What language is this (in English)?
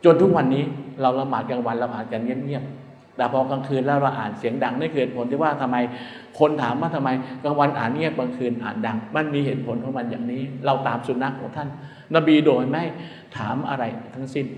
Thai